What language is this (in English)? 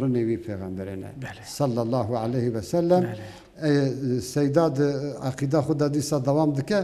Kurdish